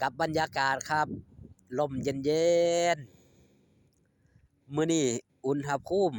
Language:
Northeastern Thai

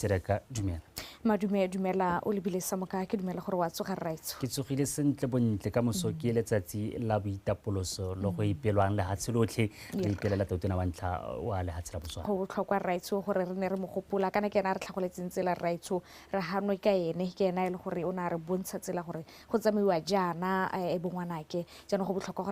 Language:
Tswana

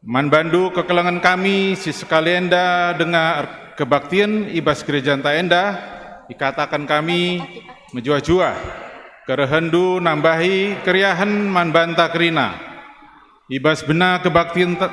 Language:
Batak Karo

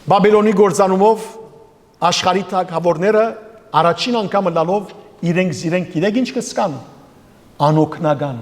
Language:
Western Armenian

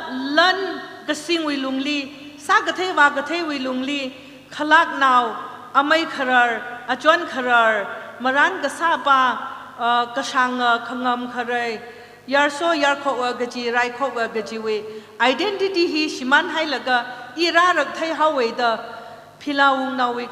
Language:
Tangkhul Naga (India)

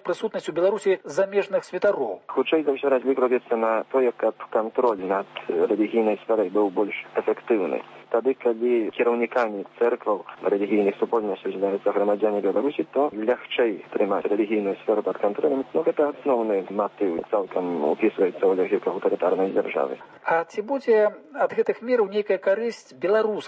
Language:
Belarusian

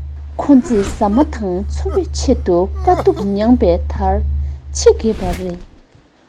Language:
Tibetan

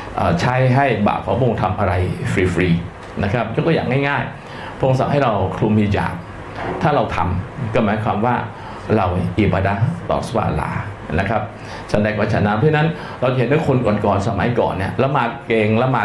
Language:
Thai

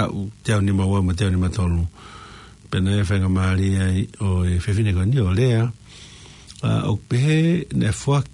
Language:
Tongan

